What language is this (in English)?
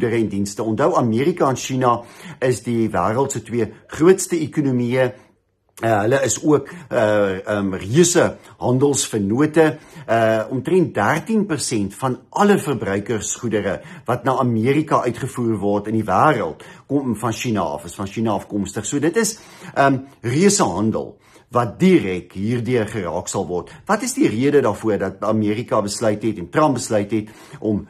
Afrikaans